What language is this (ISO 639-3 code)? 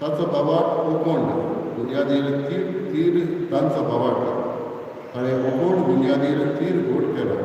kok